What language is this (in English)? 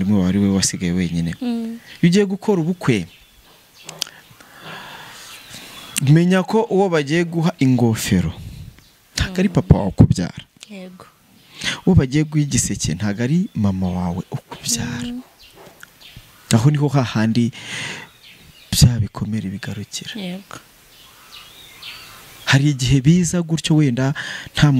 Kinyarwanda